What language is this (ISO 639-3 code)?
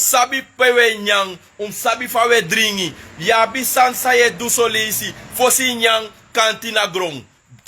srn